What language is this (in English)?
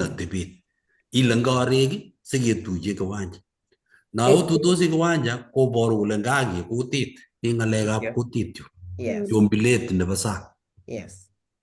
Kalenjin